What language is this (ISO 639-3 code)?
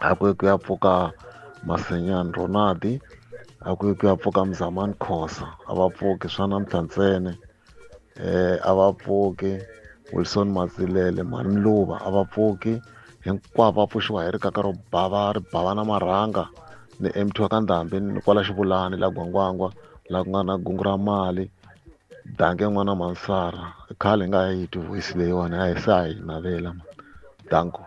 tso